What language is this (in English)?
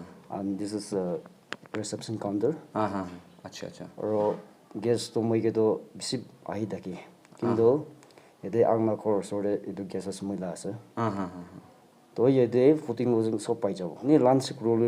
Naga Pidgin